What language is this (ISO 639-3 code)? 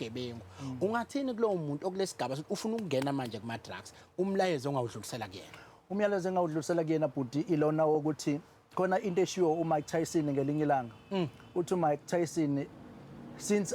zul